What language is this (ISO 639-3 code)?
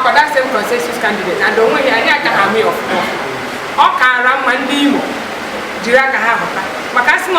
ibo